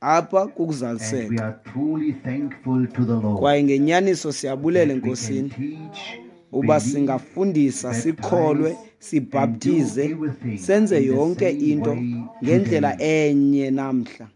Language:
Xhosa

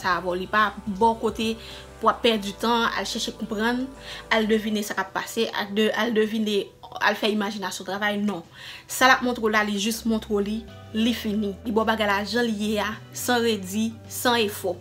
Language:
Haitian Creole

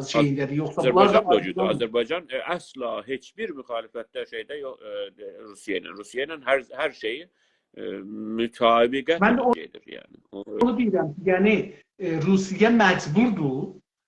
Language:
South Azerbaijani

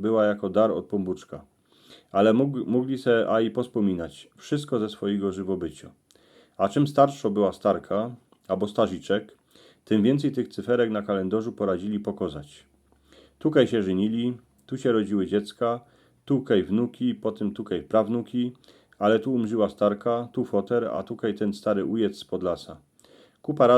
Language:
Silesian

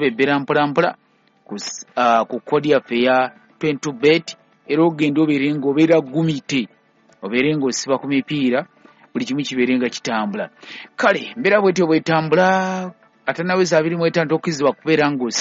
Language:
Ganda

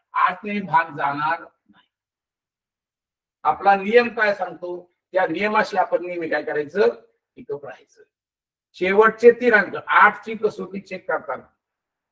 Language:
Marathi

